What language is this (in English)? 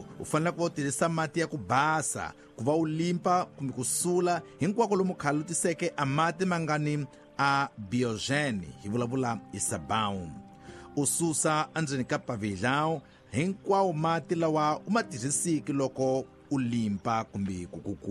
Tsonga